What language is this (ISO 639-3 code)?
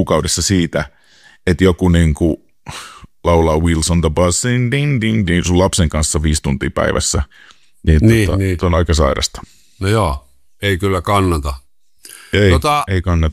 fin